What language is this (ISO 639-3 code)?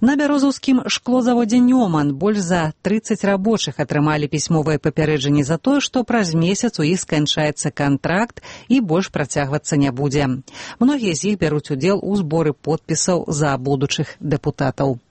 bel